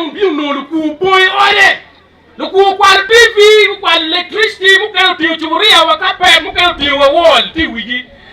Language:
Acoli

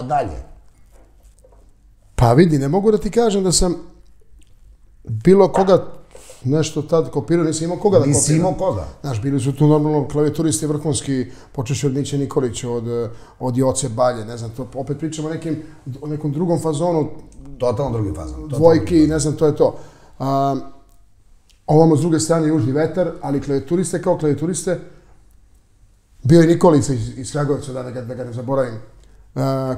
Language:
Serbian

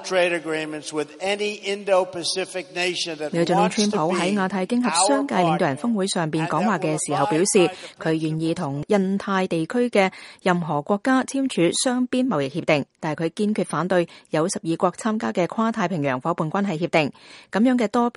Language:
Cantonese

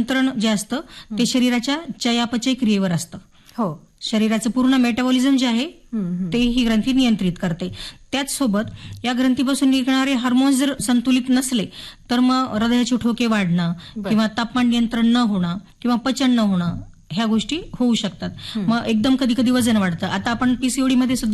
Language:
Marathi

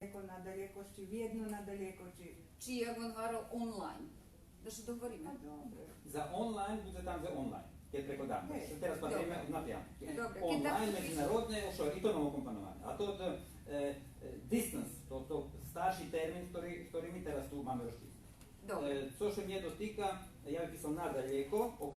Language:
Rusyn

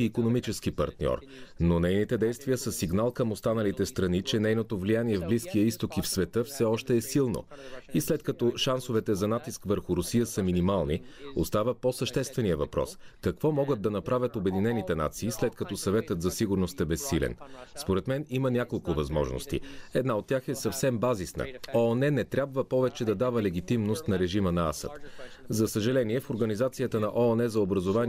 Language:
Bulgarian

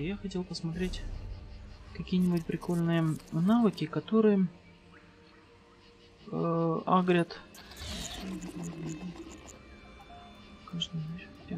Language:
Russian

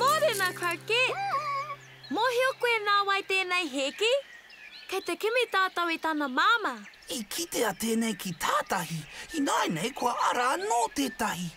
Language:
Māori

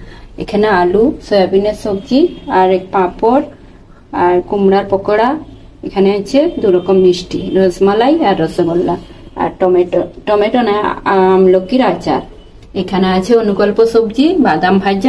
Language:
Bangla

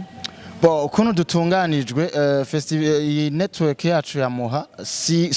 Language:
Rundi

